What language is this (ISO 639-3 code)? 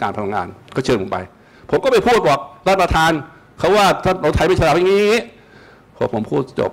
tha